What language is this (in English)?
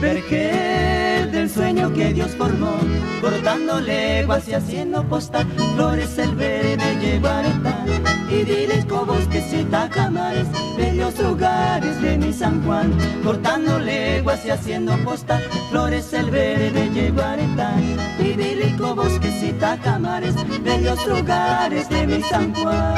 Guarani